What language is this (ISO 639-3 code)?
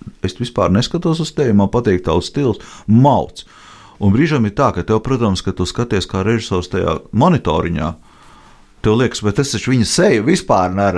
lav